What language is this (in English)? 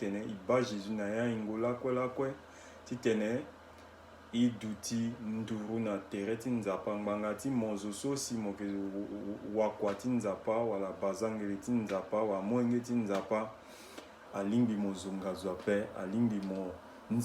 Sango